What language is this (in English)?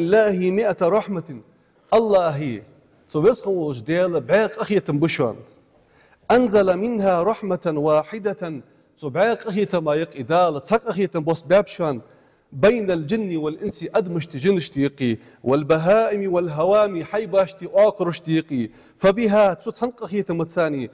Ingush